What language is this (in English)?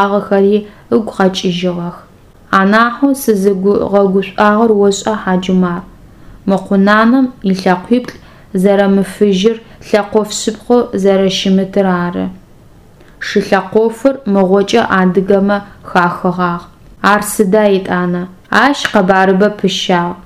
Adyghe